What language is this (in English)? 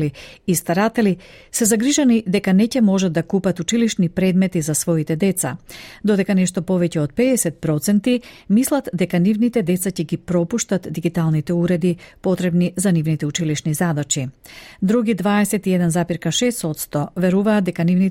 Macedonian